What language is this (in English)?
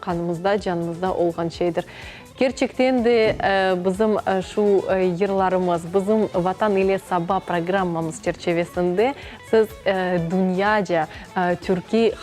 Crimean Tatar